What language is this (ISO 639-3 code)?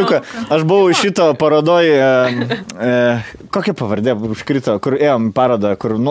lit